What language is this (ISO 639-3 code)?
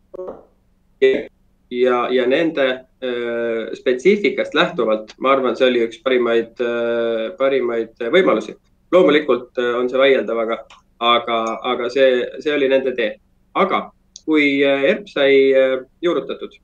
est